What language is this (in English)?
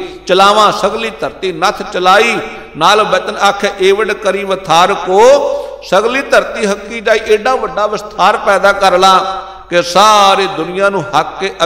Punjabi